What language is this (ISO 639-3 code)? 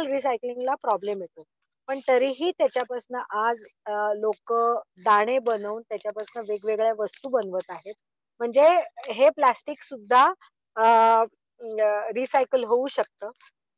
mar